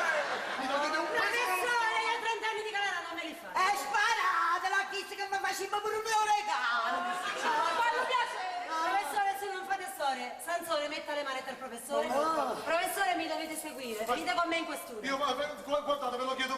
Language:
Neapolitan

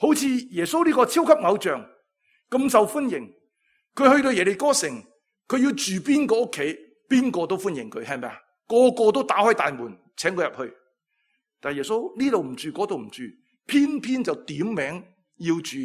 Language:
Cantonese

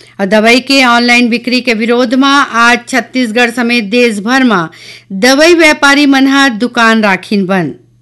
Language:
Chhattisgarhi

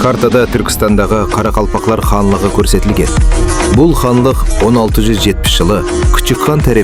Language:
Kara-Kalpak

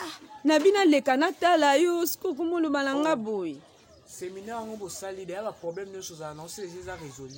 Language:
Lingala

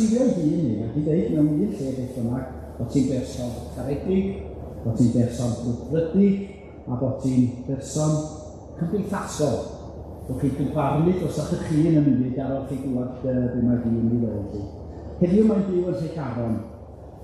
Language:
Welsh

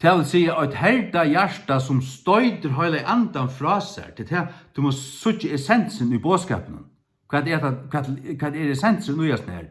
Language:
Faroese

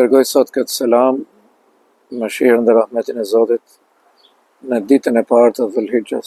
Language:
Albanian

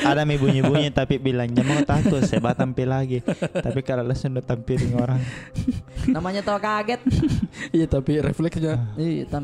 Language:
Makassar Malay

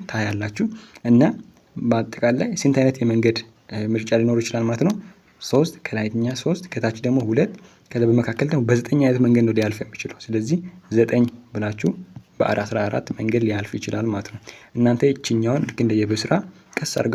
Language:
Amharic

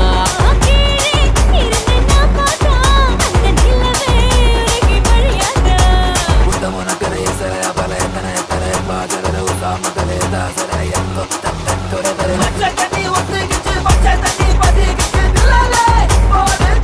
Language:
Tamil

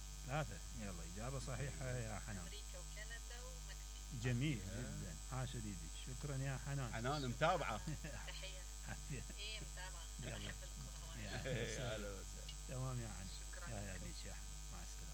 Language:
Mesopotamian Arabic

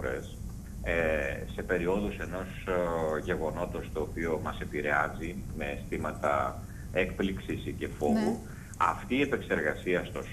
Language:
Greek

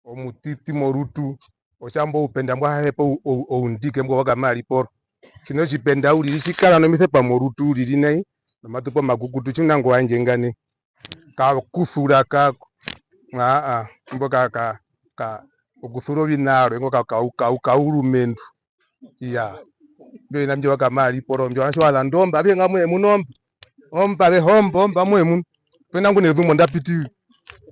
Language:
Herero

